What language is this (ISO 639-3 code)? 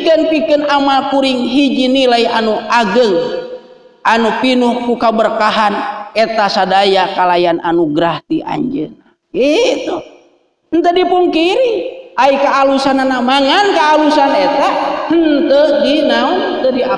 sun